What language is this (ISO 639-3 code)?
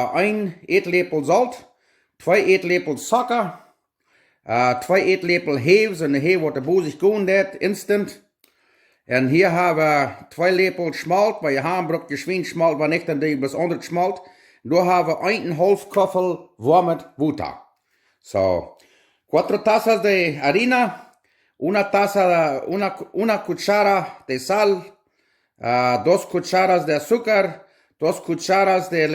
pdt